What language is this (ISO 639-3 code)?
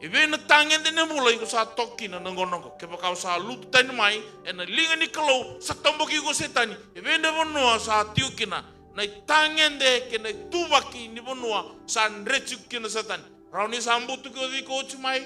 fij